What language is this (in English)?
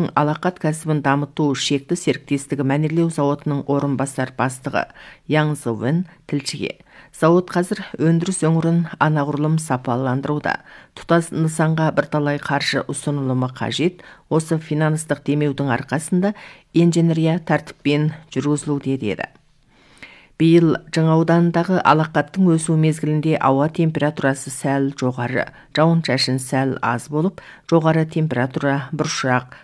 Kazakh